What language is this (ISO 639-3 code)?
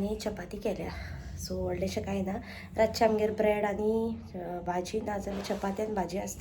kok